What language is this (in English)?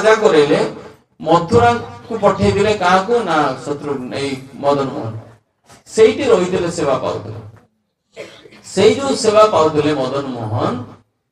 Odia